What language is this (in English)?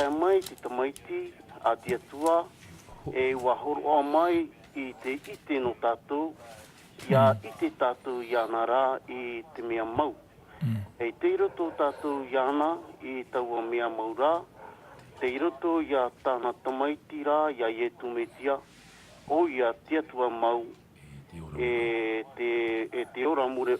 Tahitian